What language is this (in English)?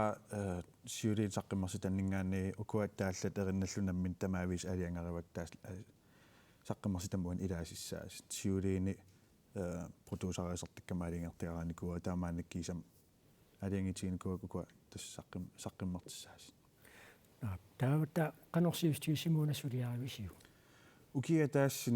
Kalaallisut